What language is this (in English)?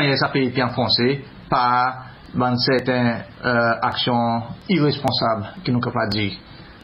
Seselwa Creole French